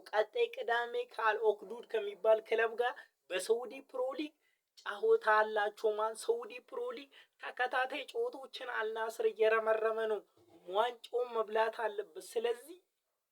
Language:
Amharic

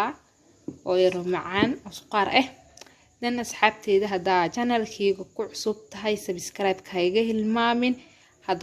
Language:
Somali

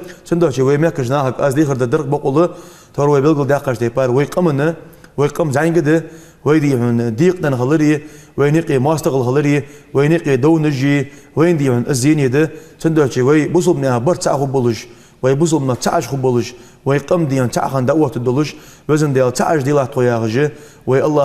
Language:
Ingush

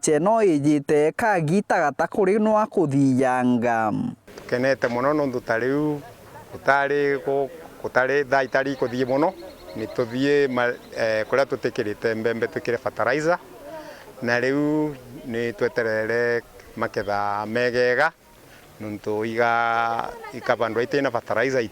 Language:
Meru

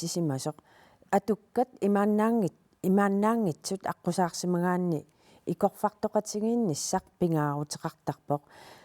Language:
Kalaallisut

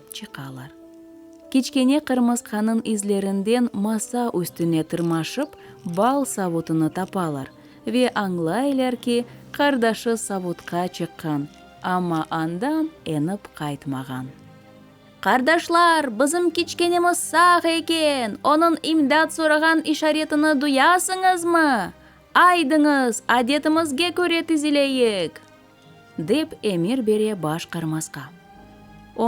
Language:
Crimean Tatar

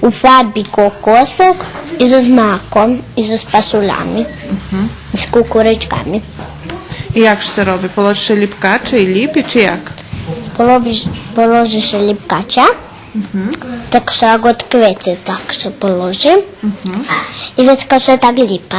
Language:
Rusyn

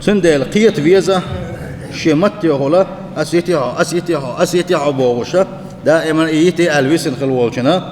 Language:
Chechen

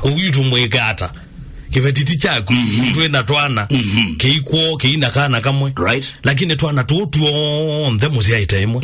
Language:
Kamba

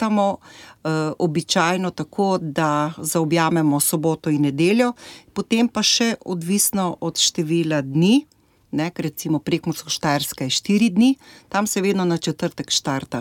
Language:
Slovenian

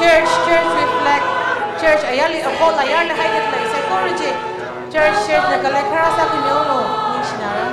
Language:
Tangkhul Naga (India)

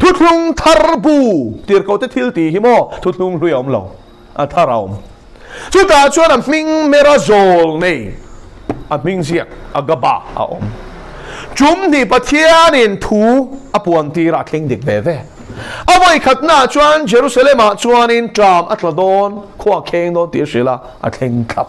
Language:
Mizo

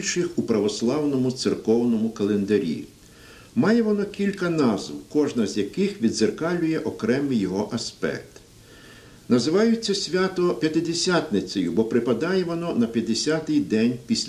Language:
Ukrainian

